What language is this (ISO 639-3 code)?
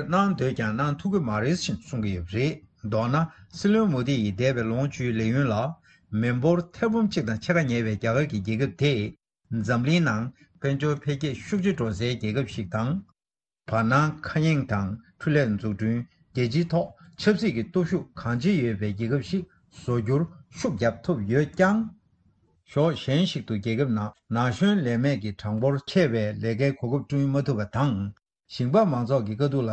bod